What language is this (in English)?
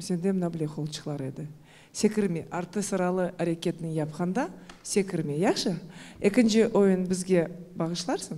Crimean Tatar